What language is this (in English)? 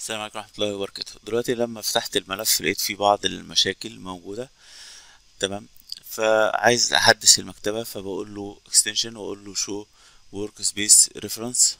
Egyptian Arabic